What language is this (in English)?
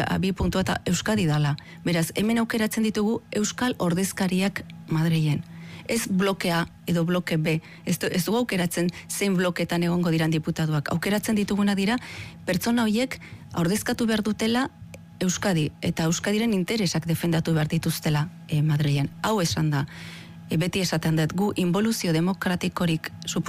Basque